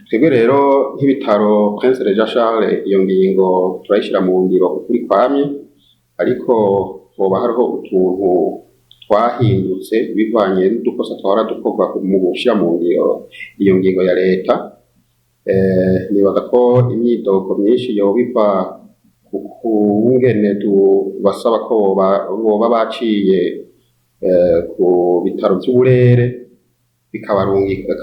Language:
Rundi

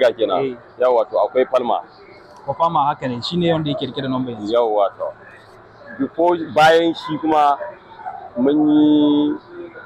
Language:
Hausa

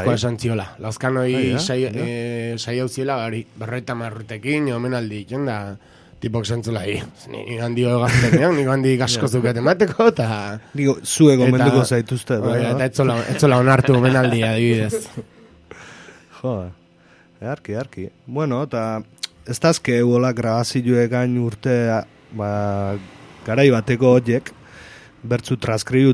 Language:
Basque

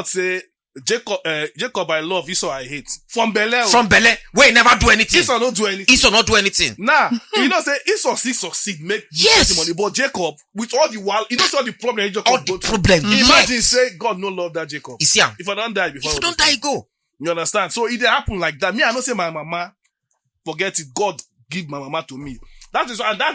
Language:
Nigerian Pidgin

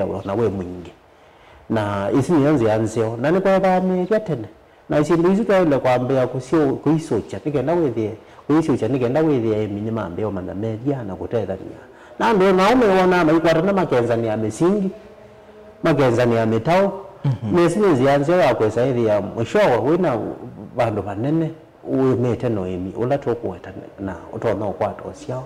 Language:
Kamba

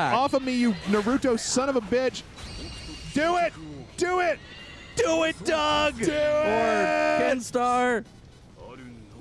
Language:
English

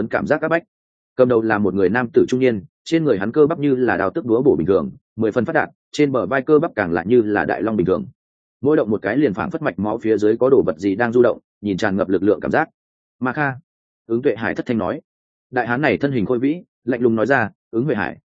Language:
Vietnamese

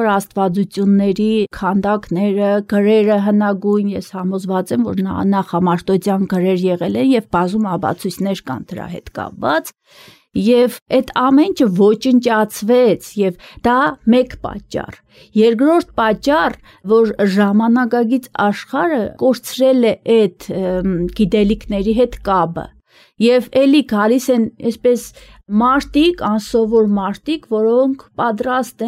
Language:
Armenian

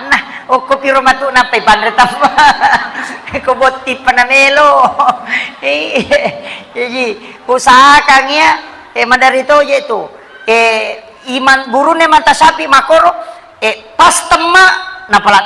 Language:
Buginese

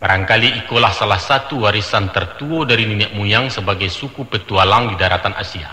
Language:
Minangkabau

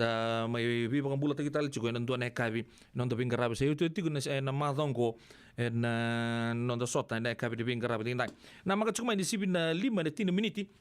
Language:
Fijian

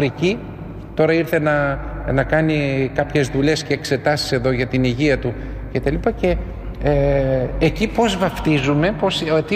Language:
Greek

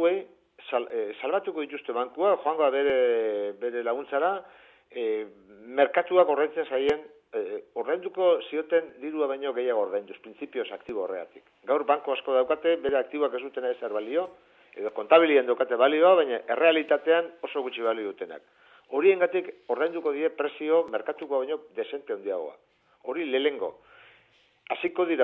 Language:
Basque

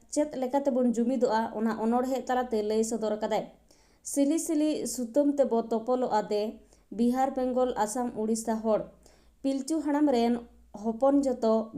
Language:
Santali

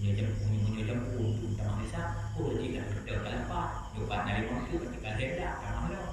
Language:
Achinese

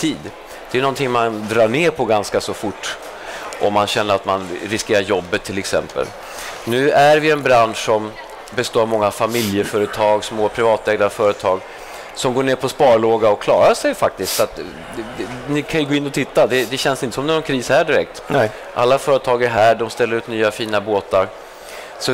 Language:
Swedish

